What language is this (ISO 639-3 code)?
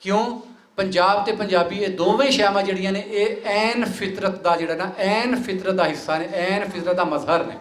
lah